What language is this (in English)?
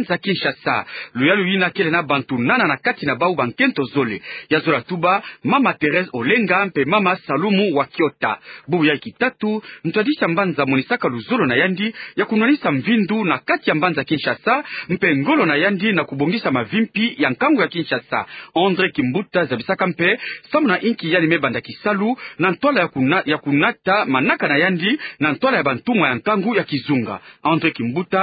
Kituba (Democratic Republic of Congo)